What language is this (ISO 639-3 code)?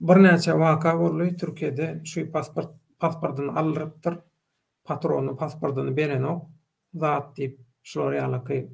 tuk